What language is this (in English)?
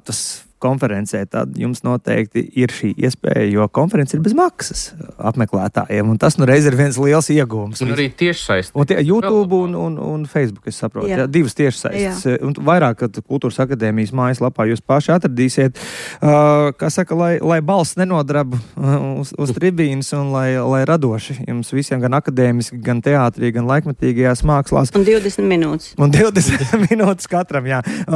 Latvian